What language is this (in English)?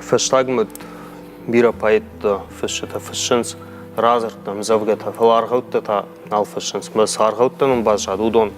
Ossetic